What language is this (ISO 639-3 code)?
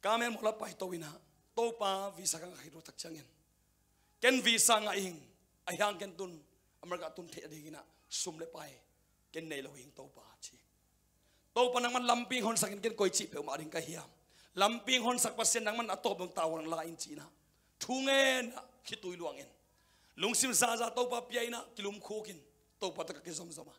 ctd